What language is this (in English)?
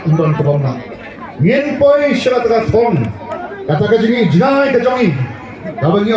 Khasi